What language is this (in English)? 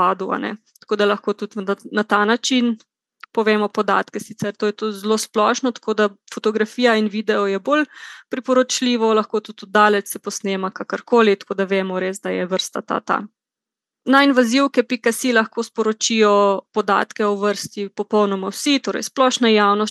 Slovenian